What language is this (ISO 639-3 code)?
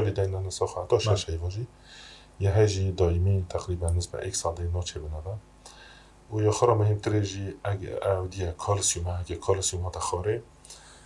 kur